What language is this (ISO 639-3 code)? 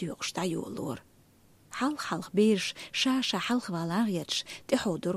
che